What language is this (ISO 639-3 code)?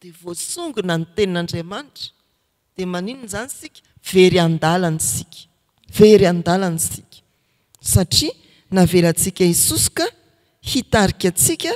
mlg